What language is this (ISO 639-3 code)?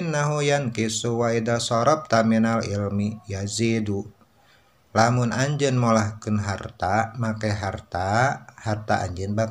sun